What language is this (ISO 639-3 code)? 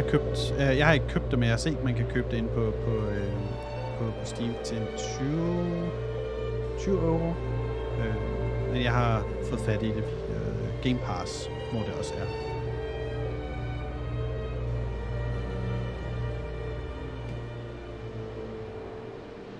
dan